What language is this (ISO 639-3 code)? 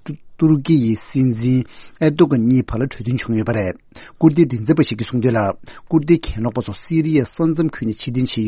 bod